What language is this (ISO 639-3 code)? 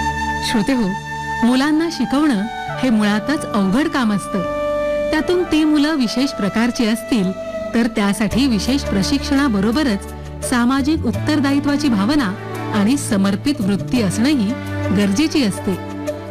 mar